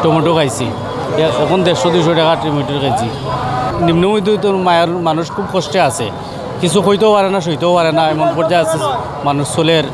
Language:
Sylheti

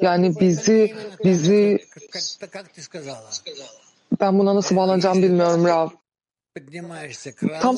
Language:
Turkish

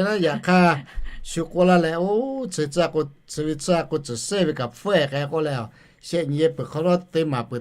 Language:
Lahu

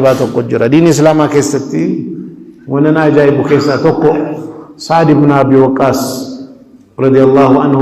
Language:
Oromo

